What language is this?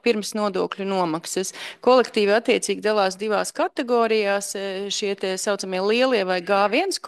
Latvian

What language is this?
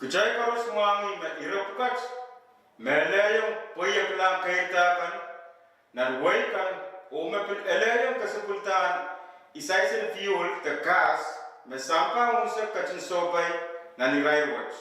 Pohnpeian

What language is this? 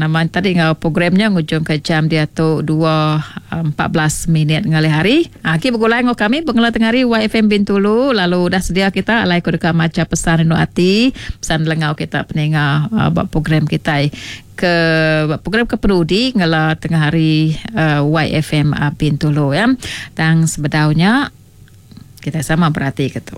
Iban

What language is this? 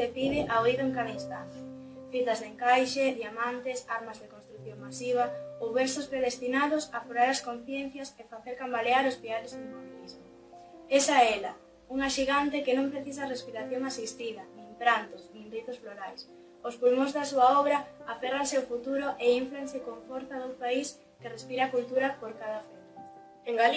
Galician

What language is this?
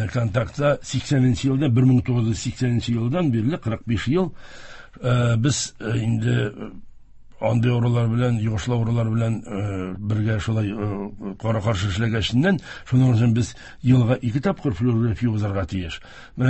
Tatar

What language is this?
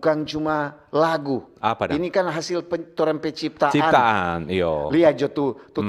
Manado Malay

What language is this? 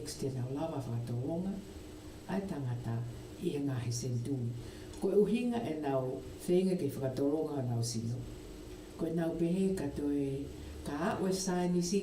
Tongan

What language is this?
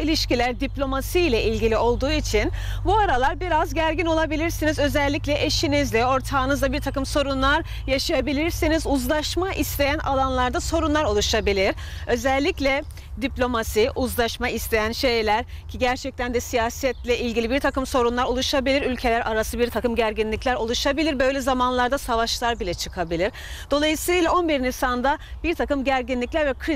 Turkish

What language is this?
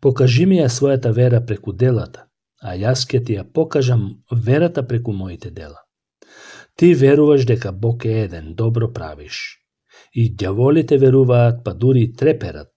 Macedonian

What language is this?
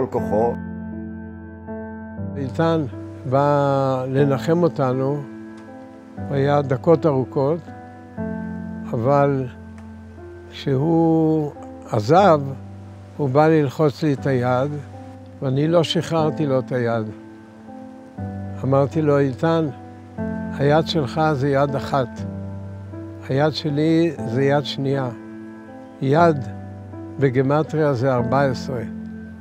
Hebrew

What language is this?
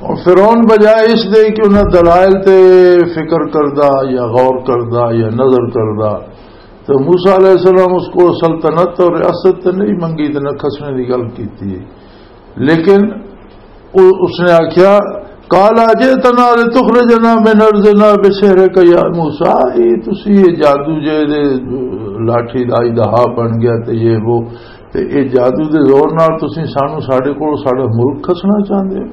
Western Panjabi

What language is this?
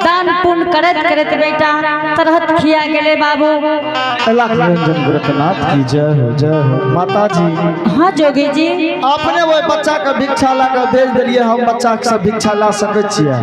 Angika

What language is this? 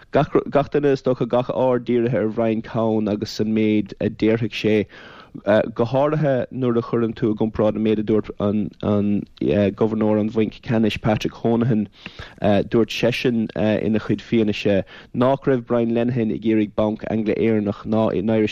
Irish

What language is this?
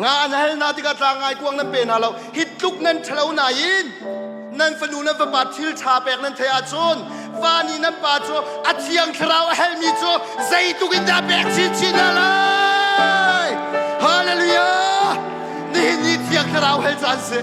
Hakha Chin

